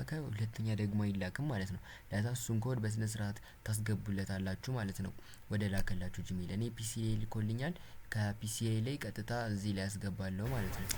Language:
Amharic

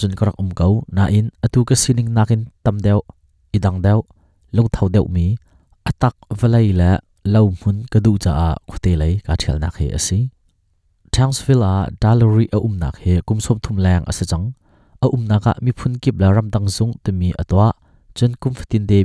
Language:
Hakha Chin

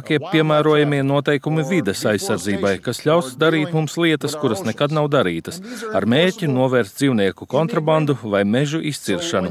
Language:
Latvian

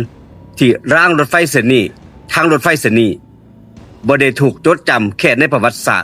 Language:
Northeastern Thai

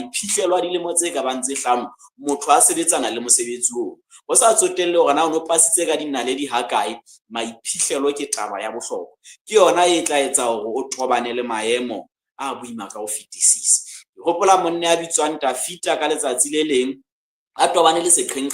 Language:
Southern Sotho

